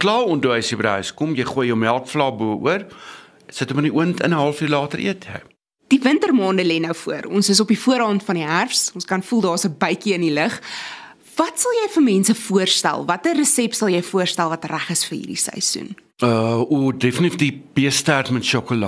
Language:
Afrikaans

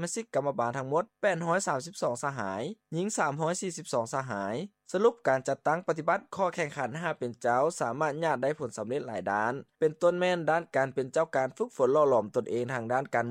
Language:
Lao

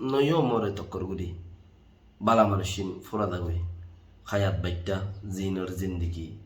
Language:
Rohingya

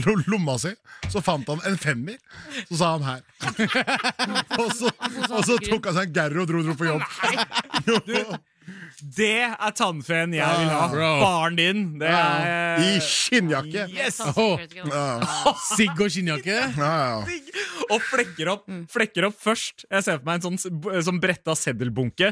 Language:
Norwegian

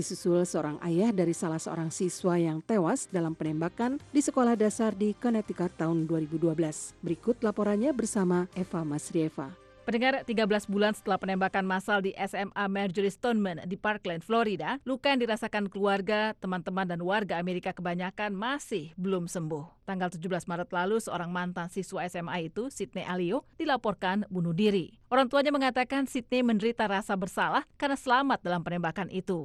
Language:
Indonesian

